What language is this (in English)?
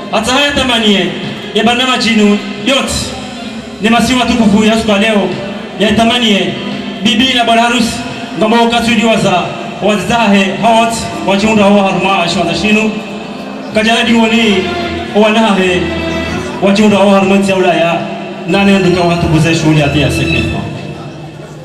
Ngazidja Comorian